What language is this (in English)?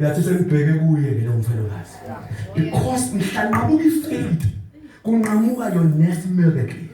Zulu